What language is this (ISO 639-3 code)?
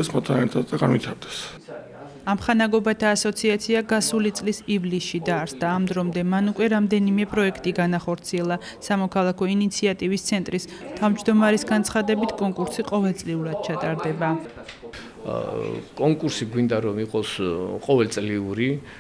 kat